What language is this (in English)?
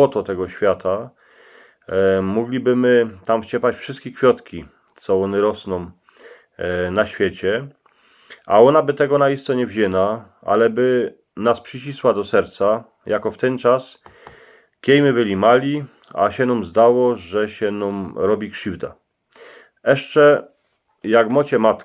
Silesian